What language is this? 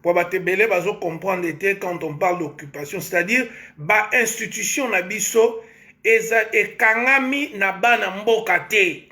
Lingala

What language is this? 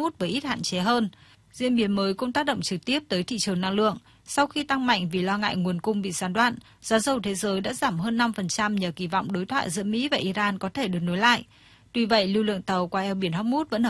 Vietnamese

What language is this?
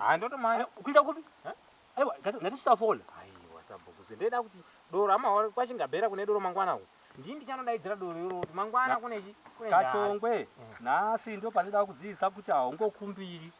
Shona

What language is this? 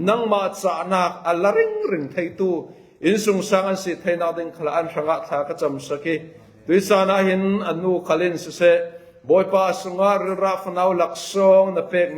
Falam Chin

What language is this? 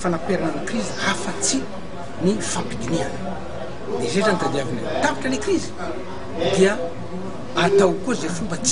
Malagasy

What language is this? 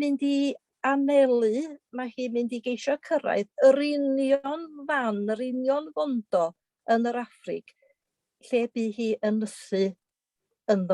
Welsh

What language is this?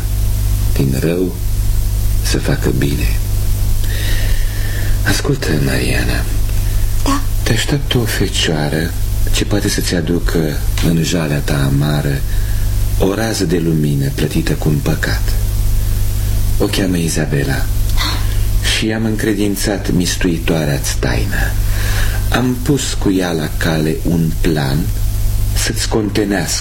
Romanian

